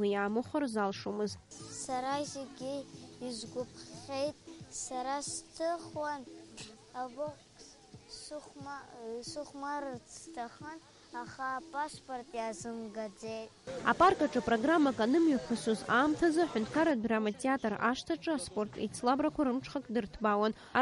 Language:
Abkhazian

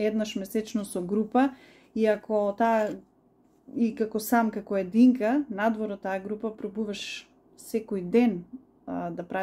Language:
Macedonian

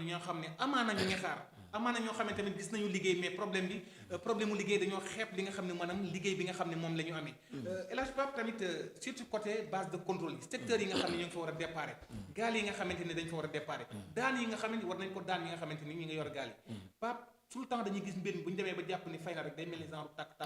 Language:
Wolof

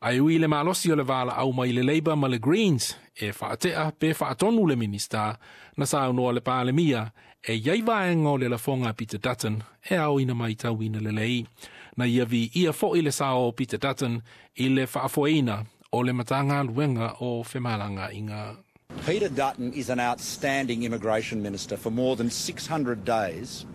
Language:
Samoan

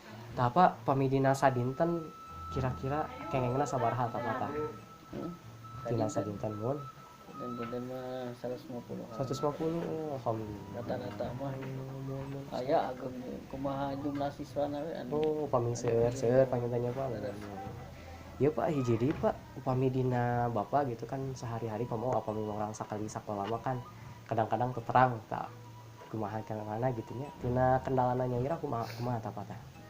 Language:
Sundanese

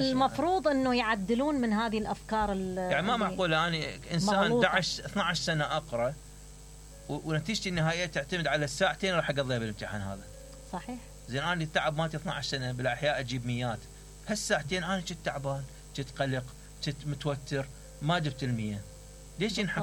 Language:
Mesopotamian Arabic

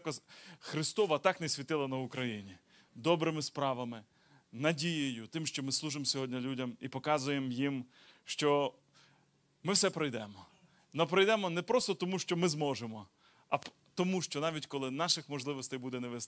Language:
Ukrainian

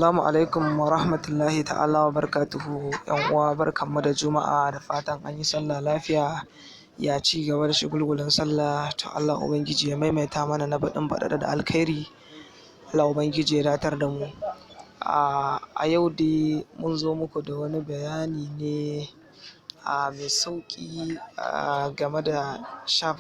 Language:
Hausa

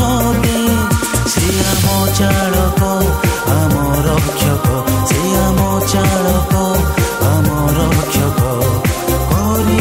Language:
Odia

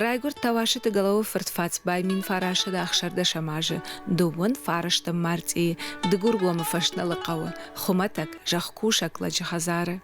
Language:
Ossetic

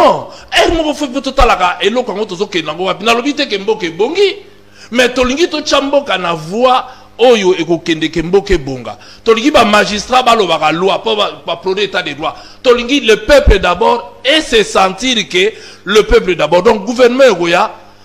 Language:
Lingala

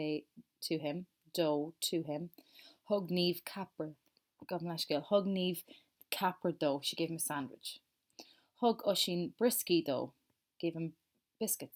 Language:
Irish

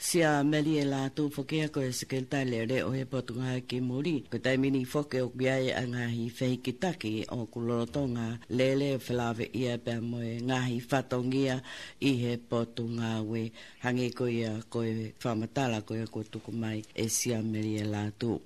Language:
Tongan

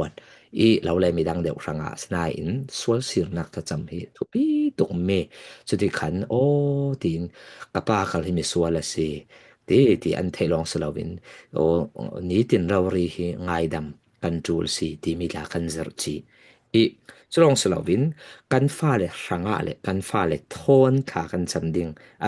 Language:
Falam Chin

